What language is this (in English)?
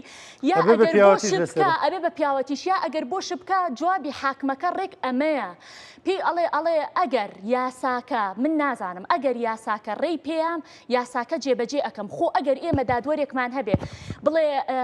Central Kurdish